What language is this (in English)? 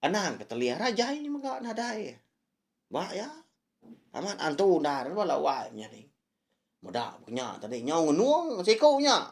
Iban